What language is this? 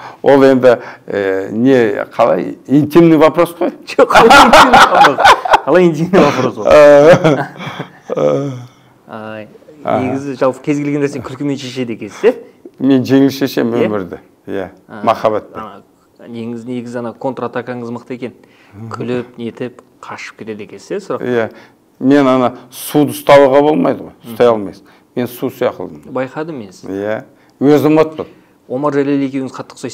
Kazakh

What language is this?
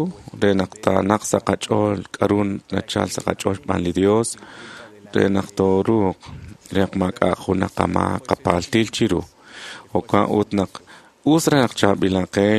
Kekchí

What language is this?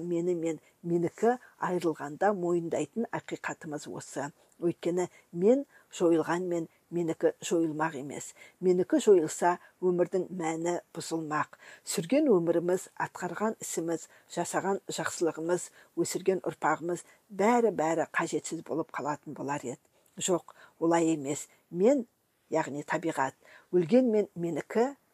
Kazakh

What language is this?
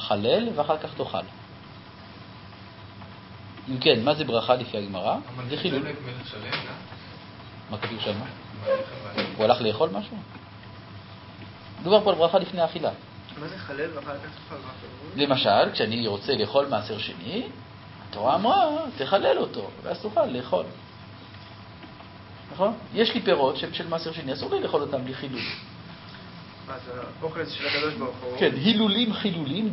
Hebrew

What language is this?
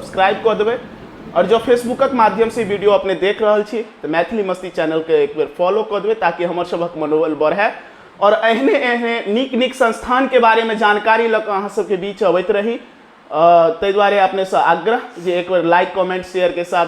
Maithili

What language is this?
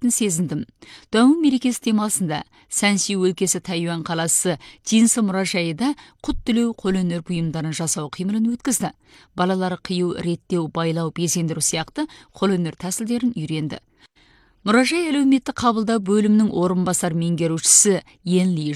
Kazakh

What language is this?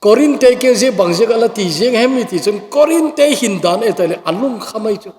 Thado Chin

